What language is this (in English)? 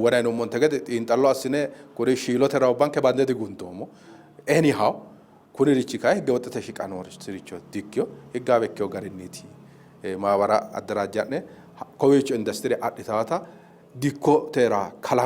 Sidamo